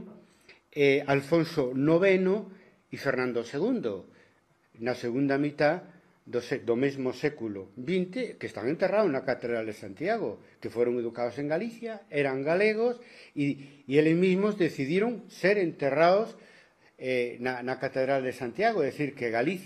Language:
Galician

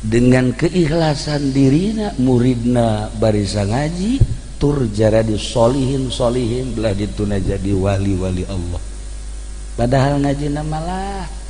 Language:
Sundanese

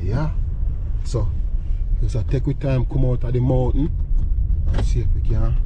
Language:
Jamaican Creole English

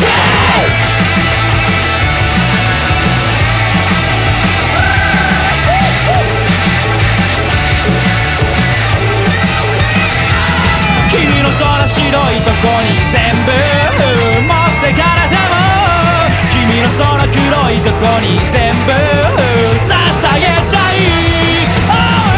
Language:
Japanese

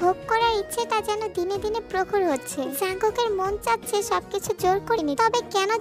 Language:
Bangla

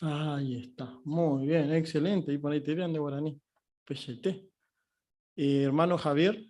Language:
Guarani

